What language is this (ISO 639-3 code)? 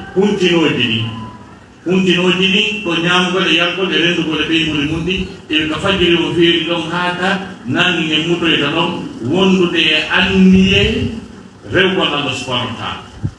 ful